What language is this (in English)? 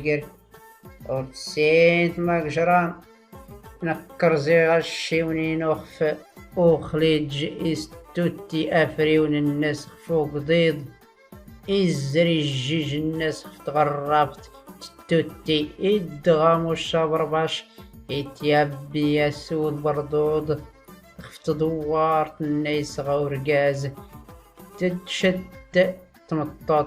Tachelhit